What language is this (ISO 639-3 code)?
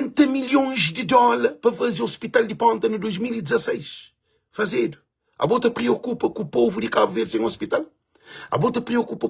kea